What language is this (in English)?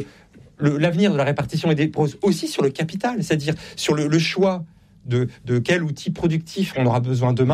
French